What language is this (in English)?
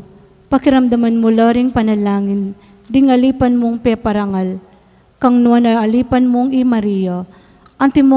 Pampanga